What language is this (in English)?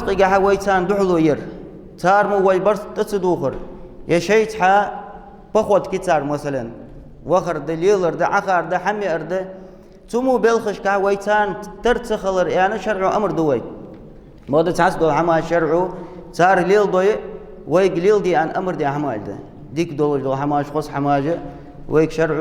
Ingush